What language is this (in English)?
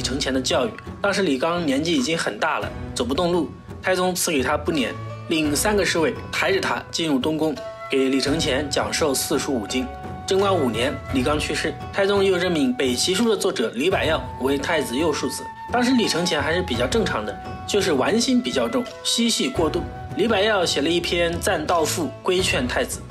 Chinese